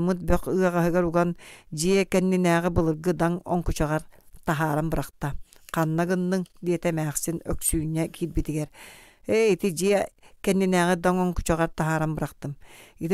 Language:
Yakut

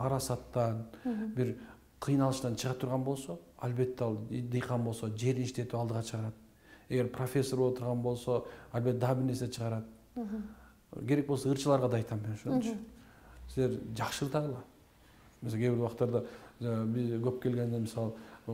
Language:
Kyrgyz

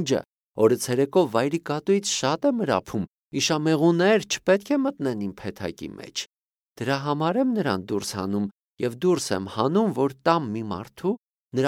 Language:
Armenian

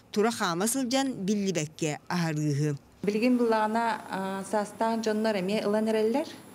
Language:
Yakut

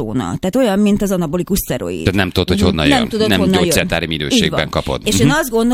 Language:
Hungarian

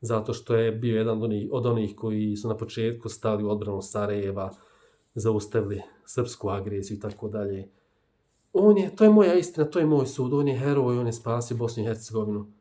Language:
Bosnian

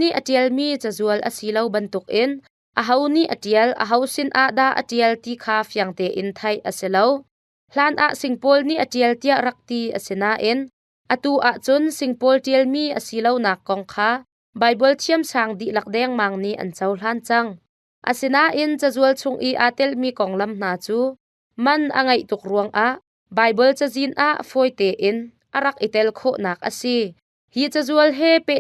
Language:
Hakha Chin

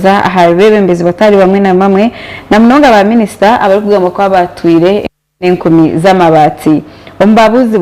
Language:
Nyankole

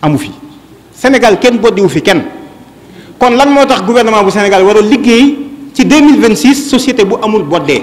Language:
Wolof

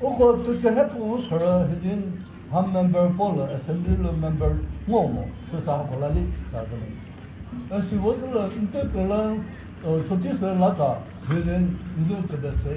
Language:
Chokri Naga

